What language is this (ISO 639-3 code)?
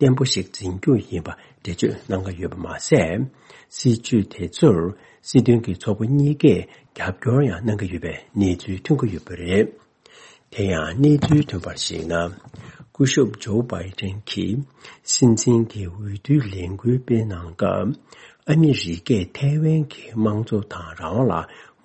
bod